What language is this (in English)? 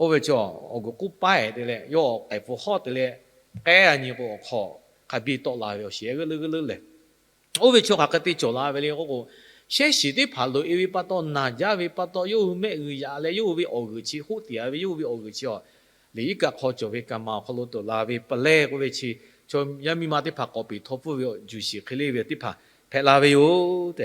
Lahu